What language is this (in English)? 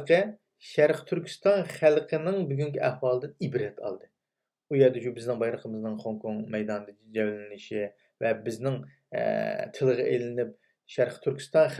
Uyghur